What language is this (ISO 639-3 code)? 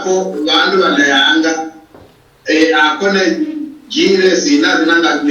luy